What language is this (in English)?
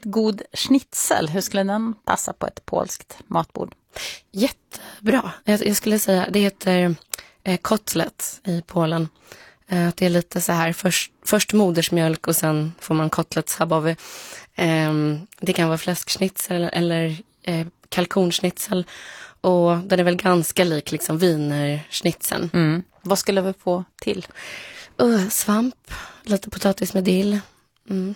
Swedish